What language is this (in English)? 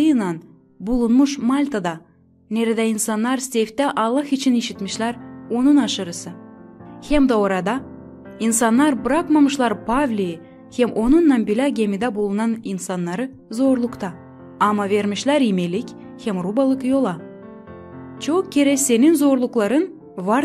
Gagauz